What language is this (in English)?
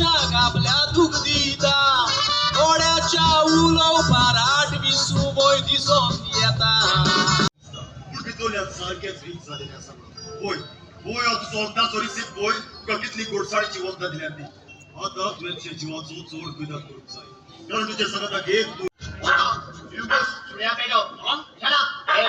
Konkani